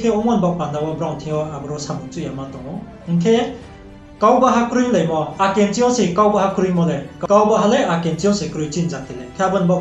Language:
Riang (India)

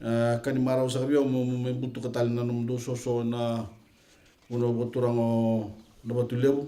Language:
Fijian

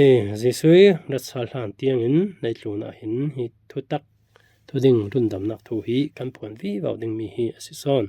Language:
Falam Chin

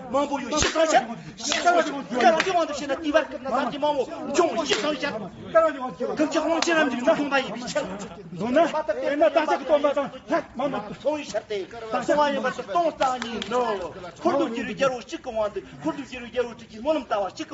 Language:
Tibetan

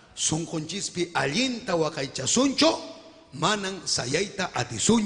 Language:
Ayacucho Quechua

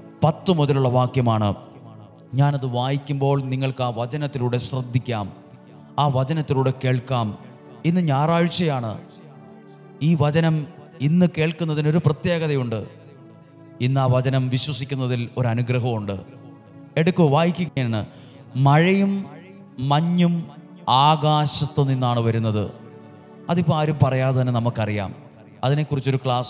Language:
Malayalam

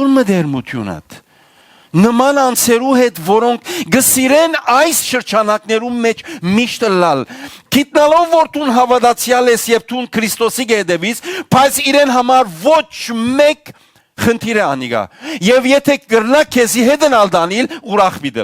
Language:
Western Armenian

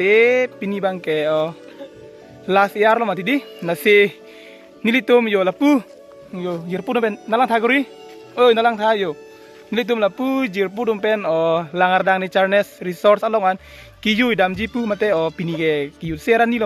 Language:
Karbi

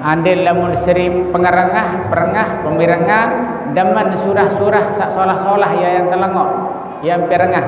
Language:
Sasak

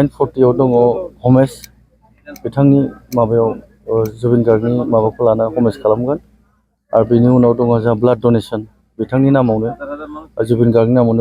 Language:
Bodo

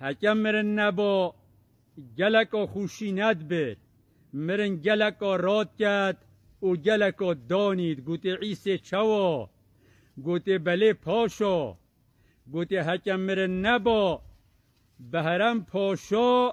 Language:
Kurdish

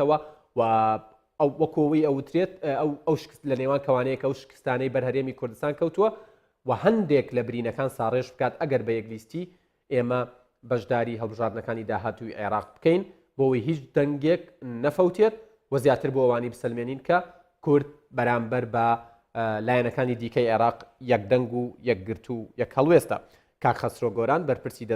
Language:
Central Kurdish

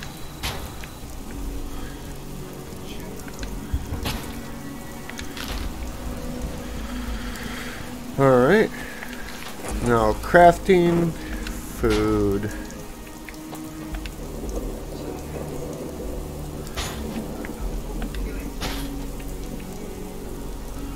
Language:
English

